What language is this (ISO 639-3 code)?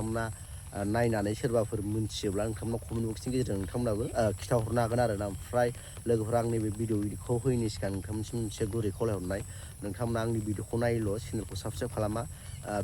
brx